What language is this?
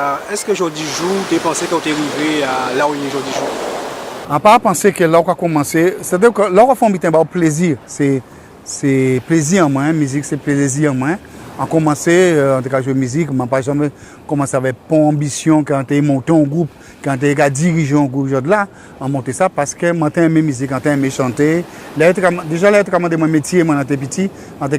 Guadeloupean Creole French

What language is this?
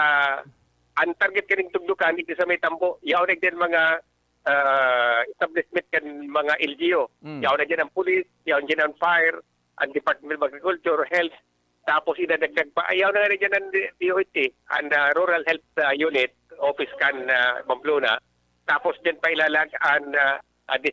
Bikol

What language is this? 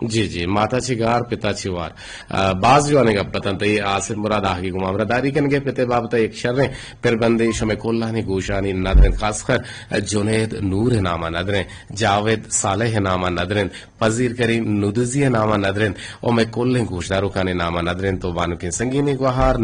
Eastern Balochi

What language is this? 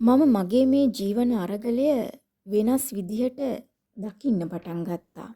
Sinhala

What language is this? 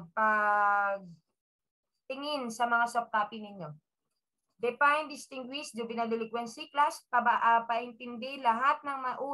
Filipino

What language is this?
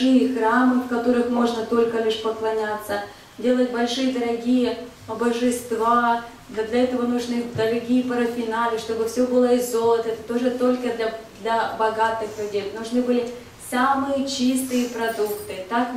Russian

